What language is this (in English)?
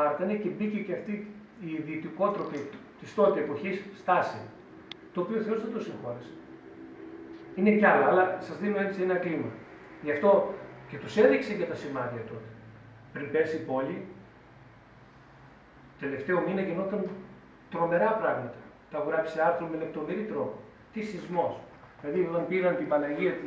Greek